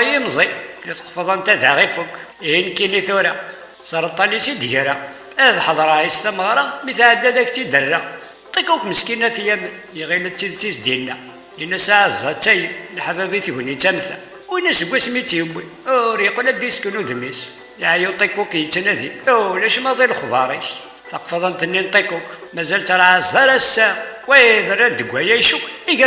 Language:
Kabyle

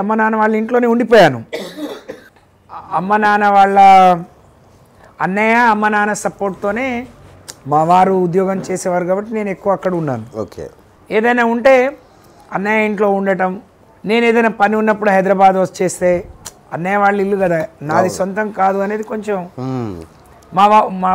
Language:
Telugu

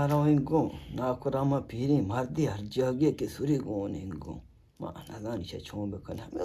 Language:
Eastern Balochi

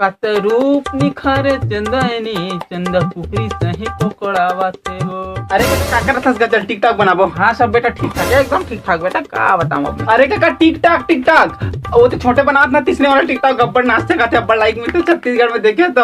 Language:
Chhattisgarhi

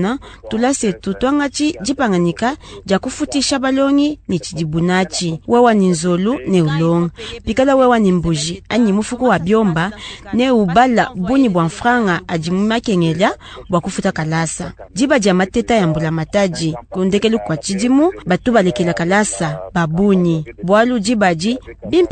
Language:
Luba-Lulua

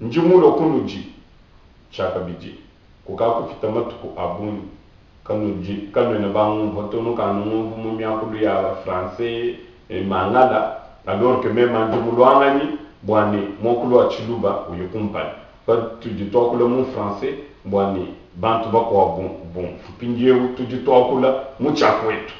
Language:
Luba-Lulua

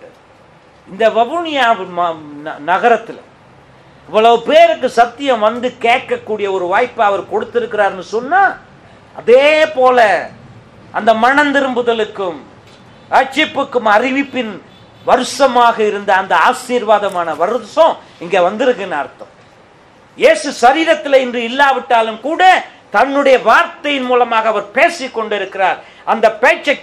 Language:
Tamil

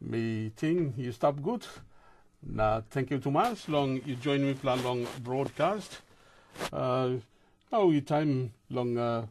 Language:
Tok Pisin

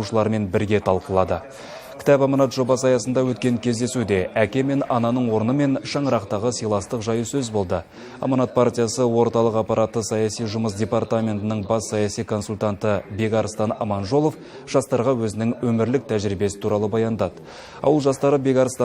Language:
Kazakh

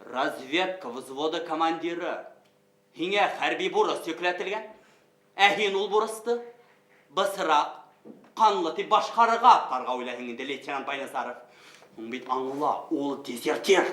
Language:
Bashkir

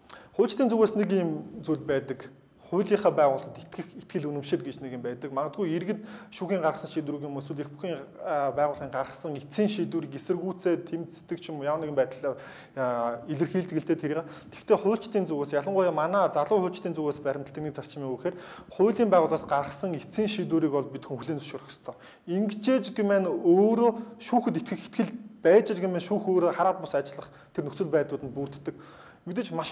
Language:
Mongolian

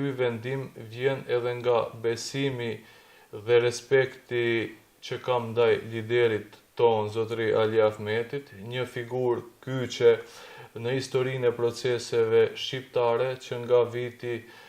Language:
Albanian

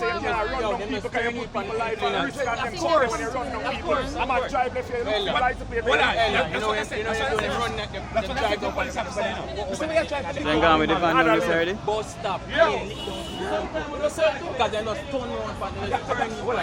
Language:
Jamaican Creole English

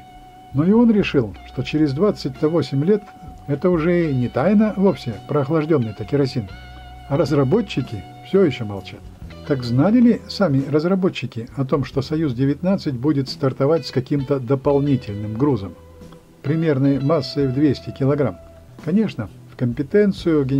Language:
Russian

